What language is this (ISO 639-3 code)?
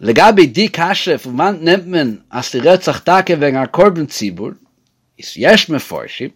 yid